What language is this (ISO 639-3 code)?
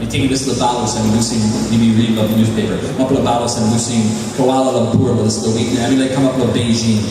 tpi